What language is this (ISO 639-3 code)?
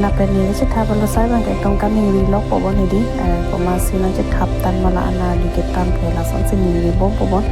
mjw